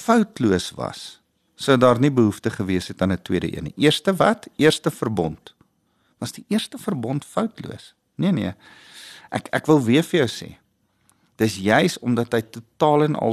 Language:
Afrikaans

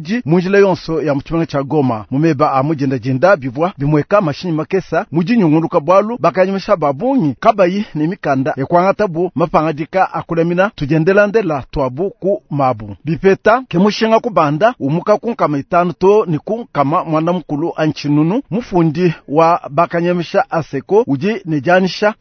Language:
Luba-Lulua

